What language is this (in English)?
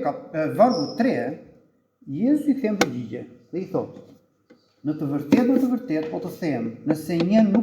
Albanian